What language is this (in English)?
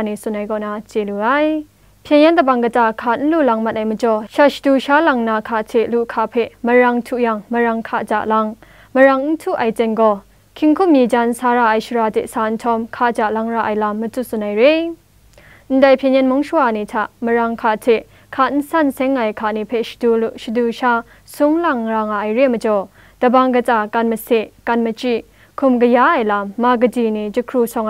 Kachin